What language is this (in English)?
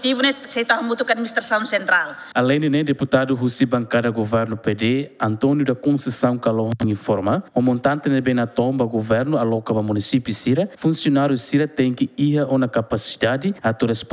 Tetum